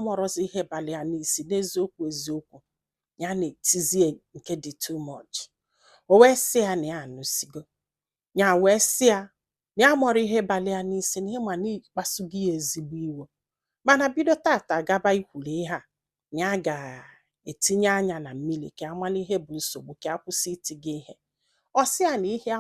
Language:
Igbo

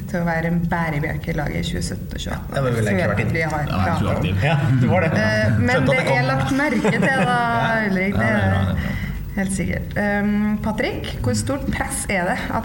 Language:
Norwegian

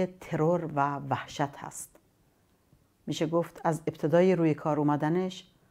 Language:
Persian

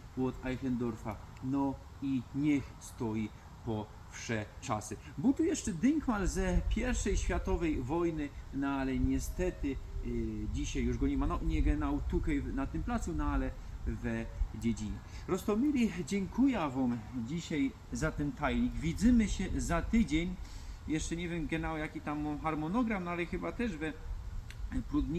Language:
Silesian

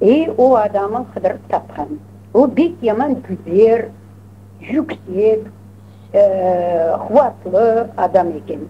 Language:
Crimean Tatar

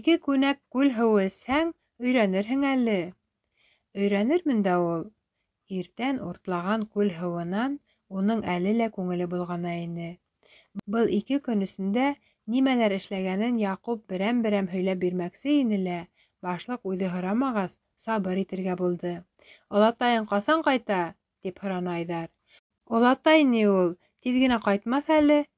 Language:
Bashkir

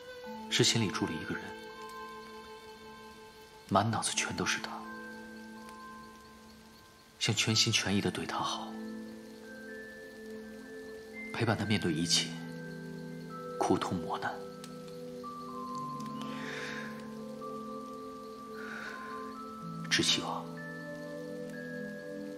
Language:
Chinese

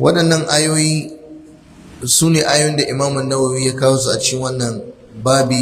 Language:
Hausa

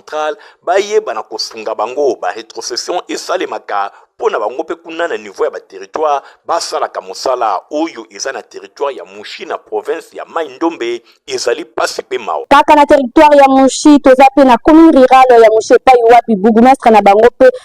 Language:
Lingala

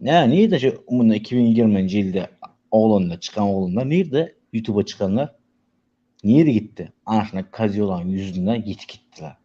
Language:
Turkmen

